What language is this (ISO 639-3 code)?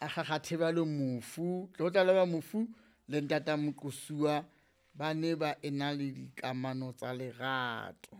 sot